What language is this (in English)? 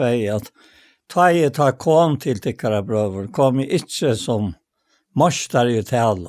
Faroese